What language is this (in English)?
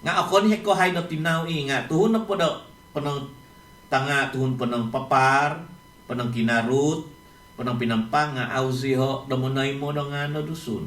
Central Dusun